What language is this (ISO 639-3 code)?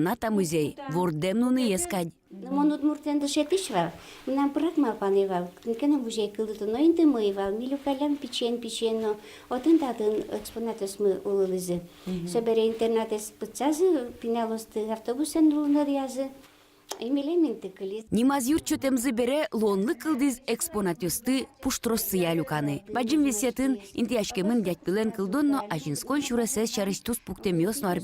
udm